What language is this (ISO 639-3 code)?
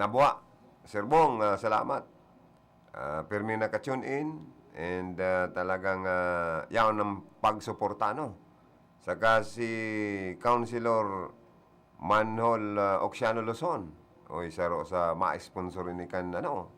bik